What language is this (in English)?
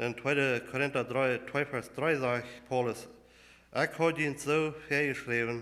Plautdietsch